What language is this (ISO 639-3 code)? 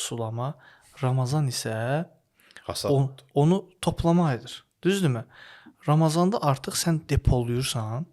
aze